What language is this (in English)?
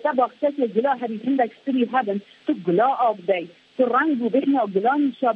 Kurdish